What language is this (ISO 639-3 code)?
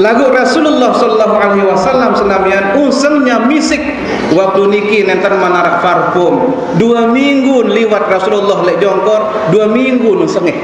sas